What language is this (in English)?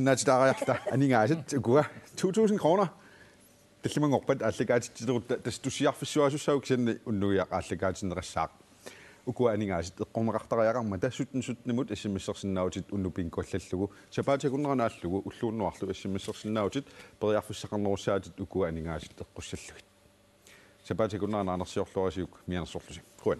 Kalaallisut